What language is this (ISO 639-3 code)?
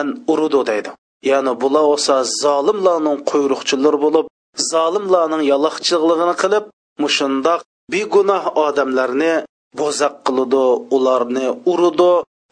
uig